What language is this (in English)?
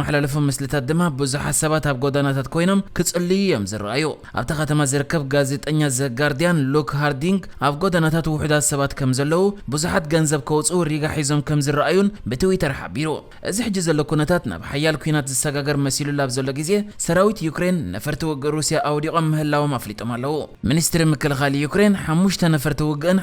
Tigrinya